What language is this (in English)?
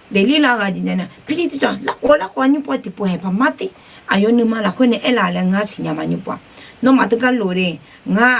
Akha